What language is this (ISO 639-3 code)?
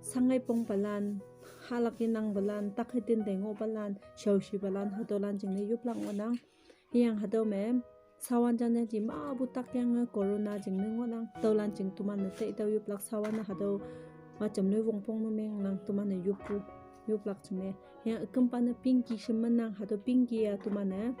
nbe